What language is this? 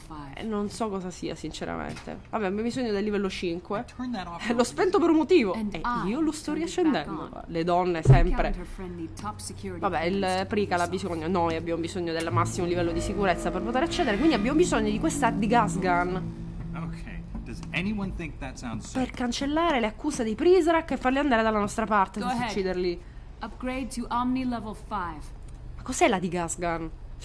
Italian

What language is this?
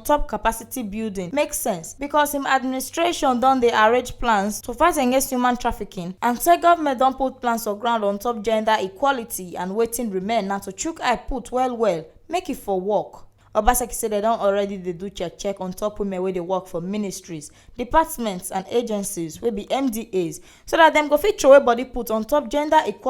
Nigerian Pidgin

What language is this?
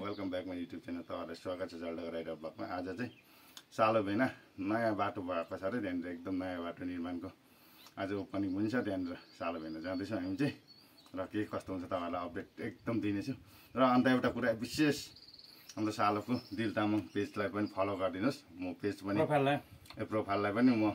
Nepali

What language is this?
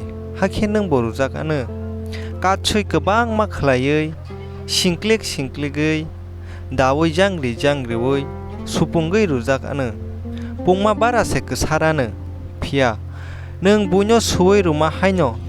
Kok Borok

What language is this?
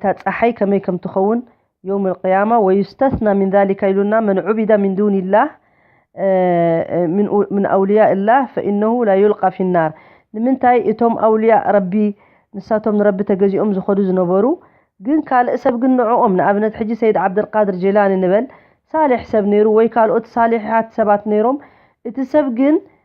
Tigrinya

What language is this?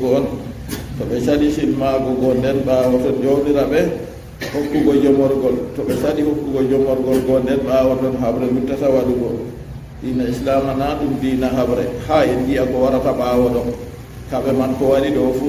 Fula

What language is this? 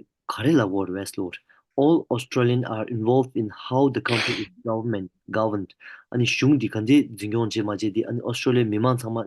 Tibetan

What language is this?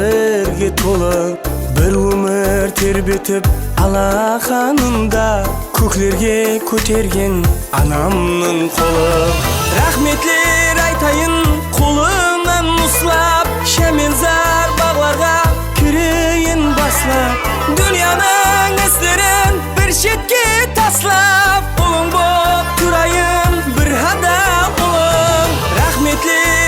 Kara-Kalpak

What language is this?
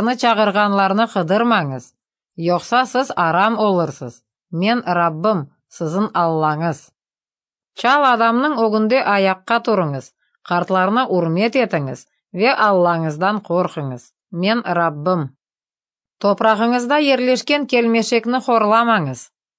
Crimean Tatar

